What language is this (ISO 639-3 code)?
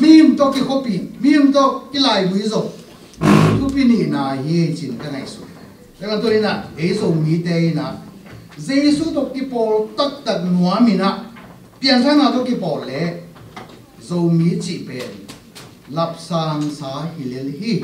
ctd